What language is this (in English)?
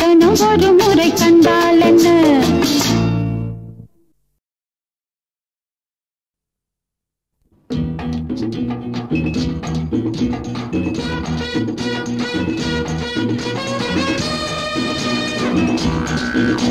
Tamil